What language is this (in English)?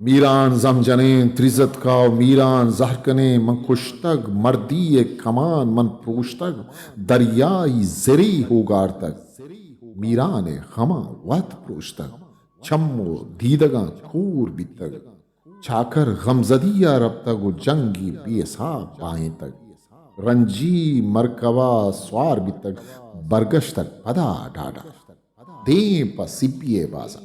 Eastern Balochi